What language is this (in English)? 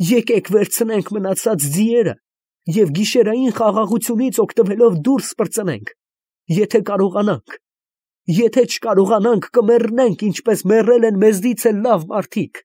Armenian